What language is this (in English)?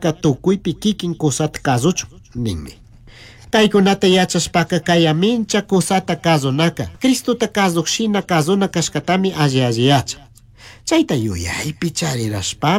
Chimborazo Highland Quichua